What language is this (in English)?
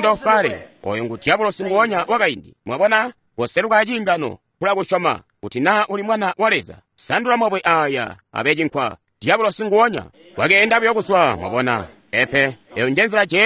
Tonga (Zambia)